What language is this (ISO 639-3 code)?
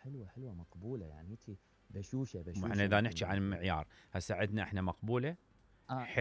acm